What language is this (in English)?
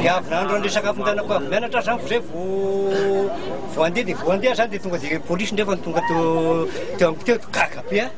Malagasy